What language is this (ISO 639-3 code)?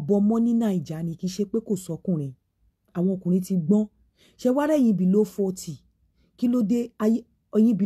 yor